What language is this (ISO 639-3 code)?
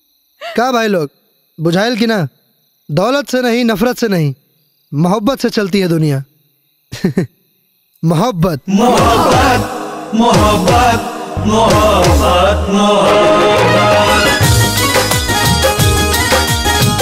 bho